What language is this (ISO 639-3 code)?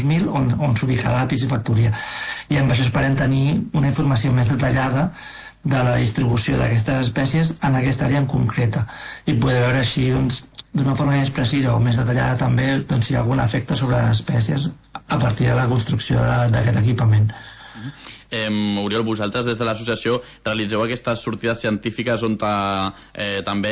cat